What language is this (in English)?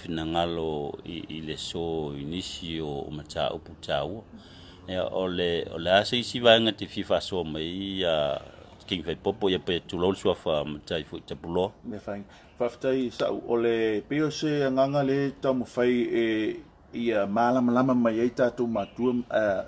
Samoan